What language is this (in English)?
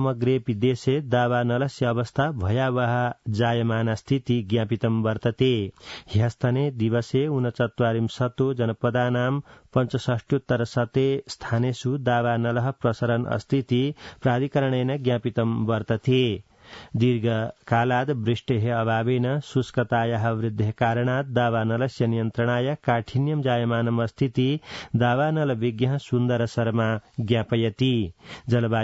Sanskrit